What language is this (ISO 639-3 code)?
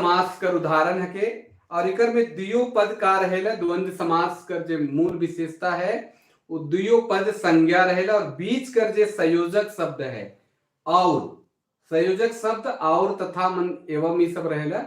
sck